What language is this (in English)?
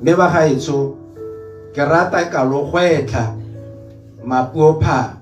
Tswana